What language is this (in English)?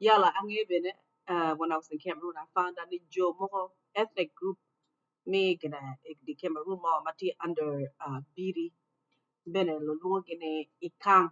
Acoli